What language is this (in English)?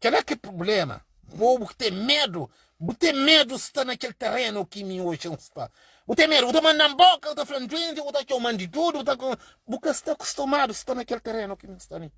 Kabuverdianu